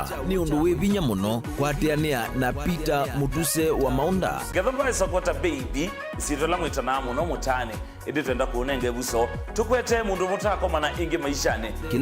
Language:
Kamba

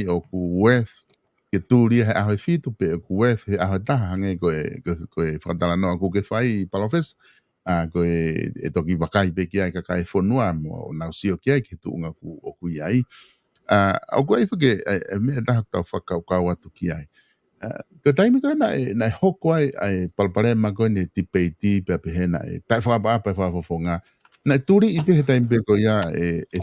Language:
Tongan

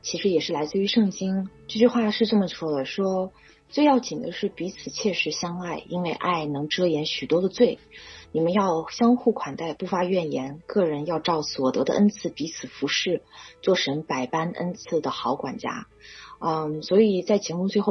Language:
Chinese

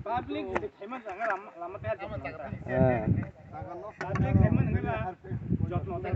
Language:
Kok Borok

